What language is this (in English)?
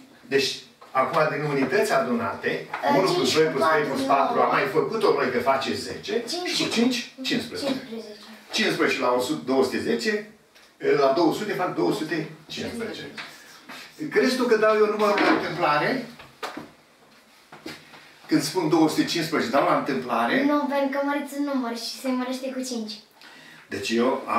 Romanian